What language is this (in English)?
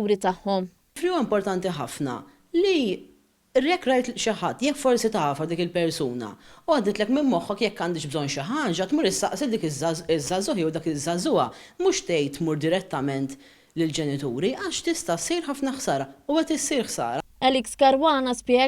Maltese